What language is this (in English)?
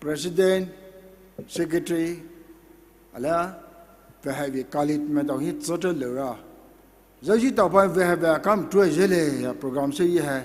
Poumei Naga